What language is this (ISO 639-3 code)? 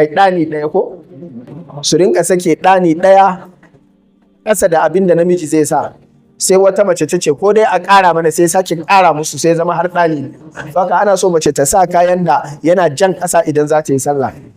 hau